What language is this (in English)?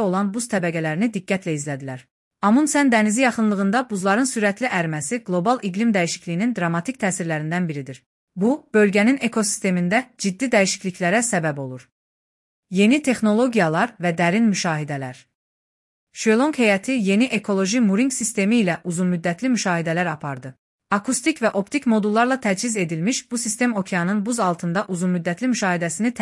Azerbaijani